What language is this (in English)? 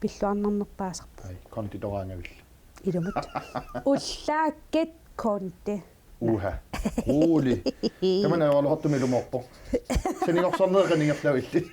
Kalaallisut